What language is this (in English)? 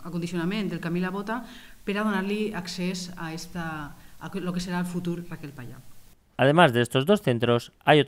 Catalan